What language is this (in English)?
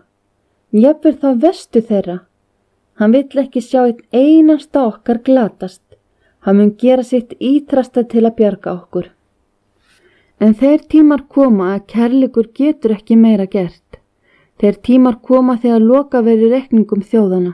Icelandic